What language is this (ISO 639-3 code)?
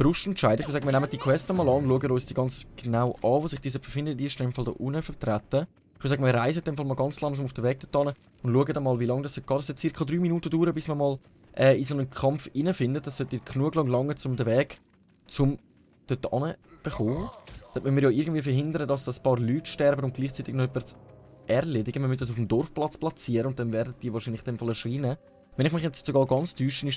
gsw